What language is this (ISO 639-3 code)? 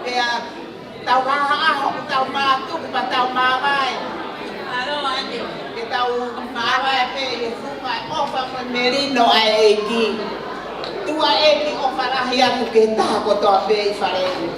ton